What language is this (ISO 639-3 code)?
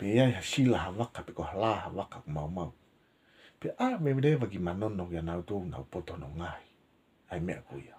ton